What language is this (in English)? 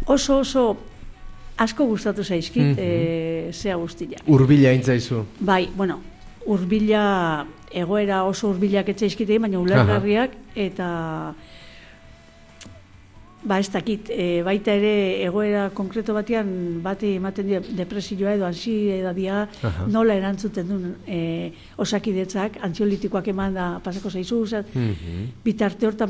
Basque